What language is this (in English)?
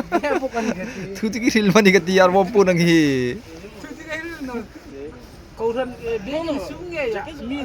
Hmar